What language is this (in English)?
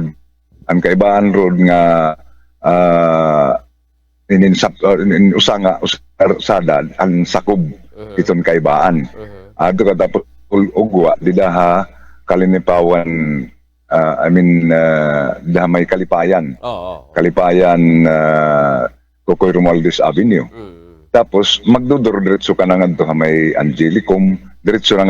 Waray